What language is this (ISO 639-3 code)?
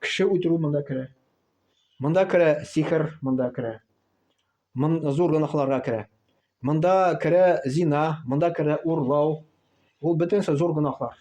tat